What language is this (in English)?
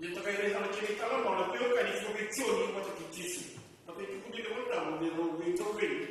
Fijian